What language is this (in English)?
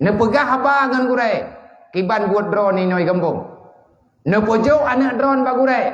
Achinese